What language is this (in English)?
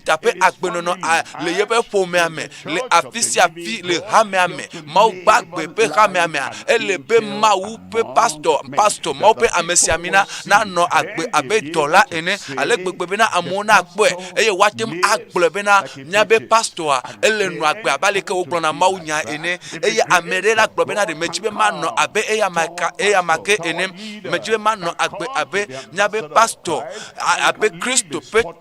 Ewe